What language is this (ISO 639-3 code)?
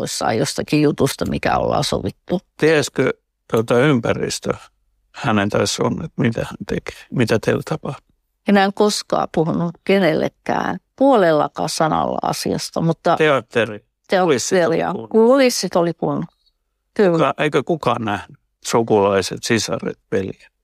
fin